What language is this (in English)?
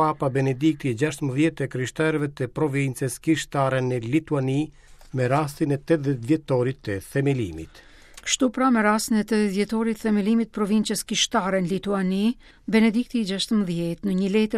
Albanian